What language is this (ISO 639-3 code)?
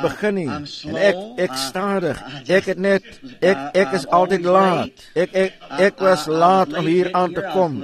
afr